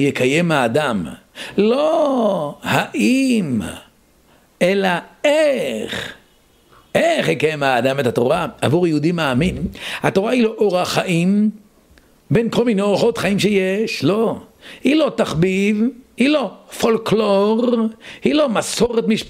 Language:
Hebrew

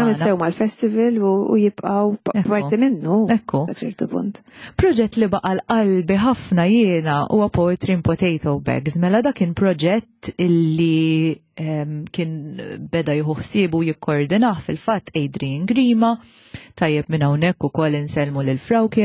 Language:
Maltese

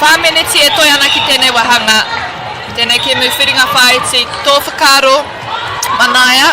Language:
Māori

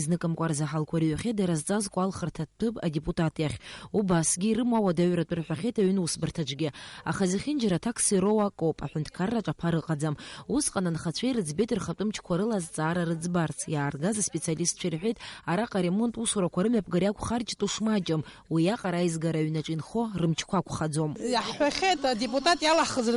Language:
Abkhazian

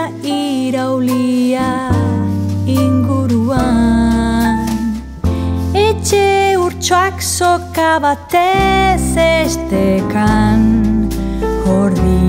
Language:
Basque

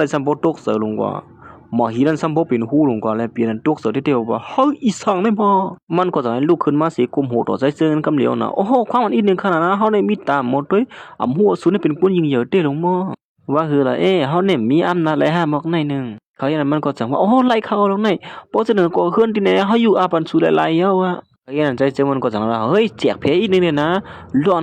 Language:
Shan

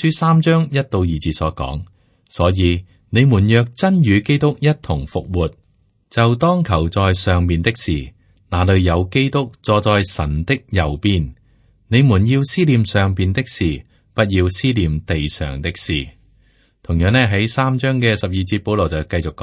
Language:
Cantonese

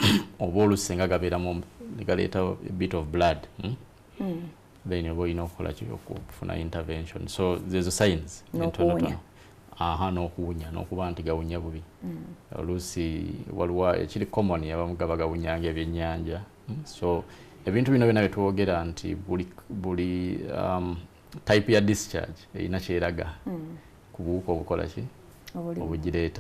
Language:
Ganda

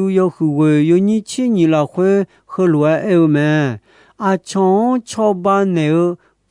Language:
Akha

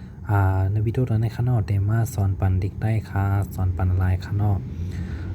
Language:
Shan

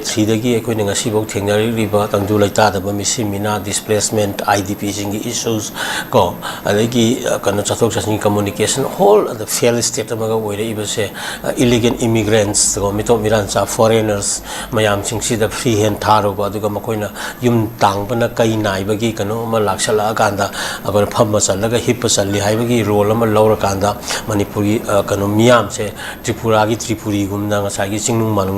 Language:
Manipuri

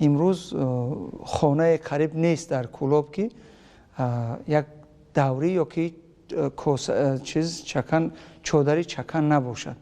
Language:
Tajik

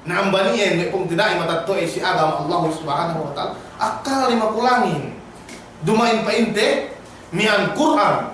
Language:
Yakan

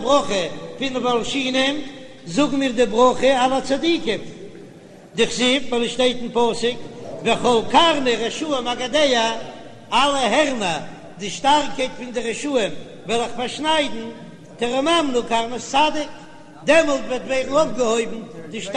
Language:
Yiddish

